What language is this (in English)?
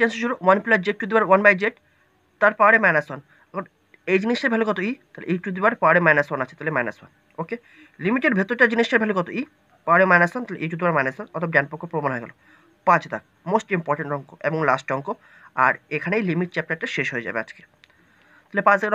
Bangla